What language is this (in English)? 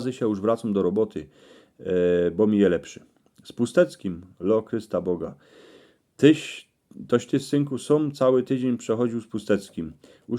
Silesian